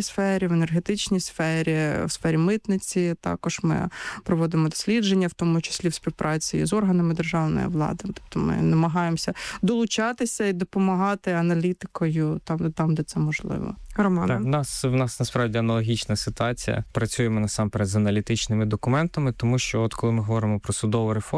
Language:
Ukrainian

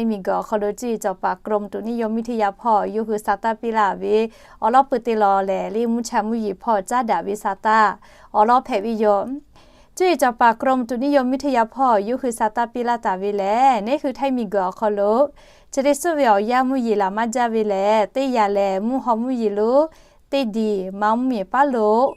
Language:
Lahu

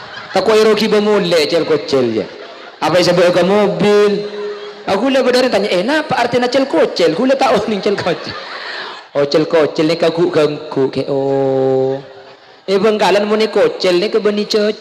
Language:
Madurese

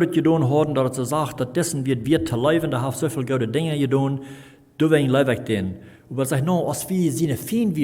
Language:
Plautdietsch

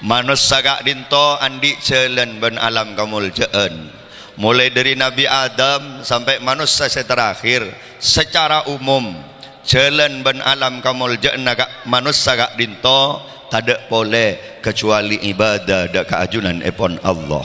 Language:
Madurese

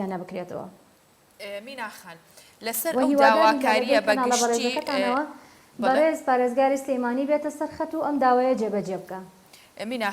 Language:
Central Kurdish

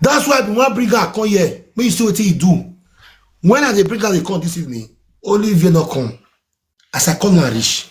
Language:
Nigerian Pidgin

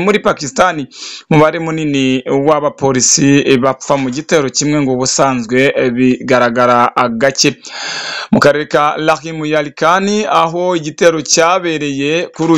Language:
Kinyarwanda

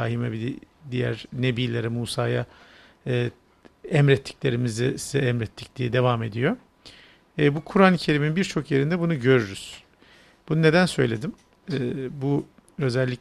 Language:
Turkish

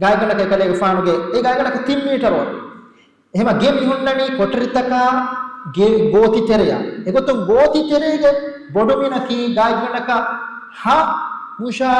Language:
Divehi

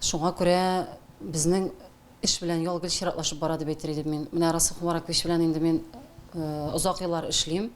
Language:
Tatar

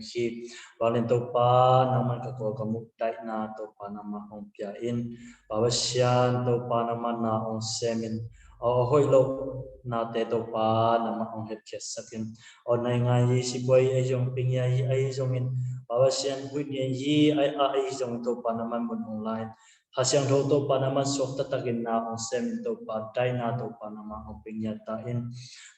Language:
Tedim Chin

